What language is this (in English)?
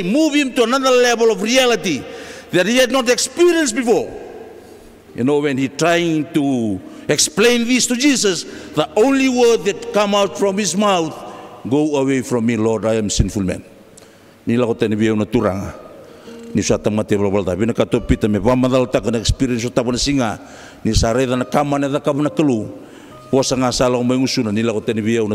Fijian